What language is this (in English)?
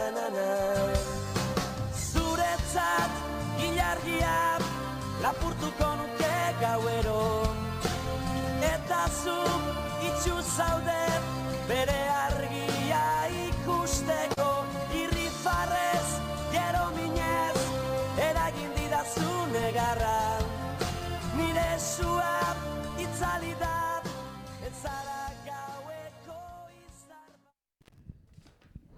Basque